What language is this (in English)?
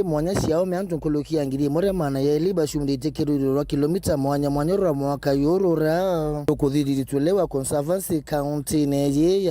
Meru